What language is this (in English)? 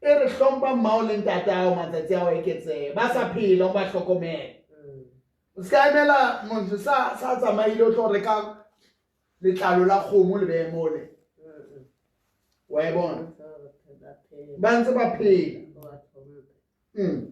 Southern Sotho